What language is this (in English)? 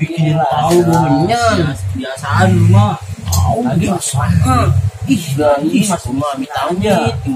Betawi